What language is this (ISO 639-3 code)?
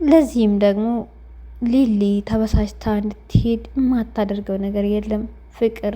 amh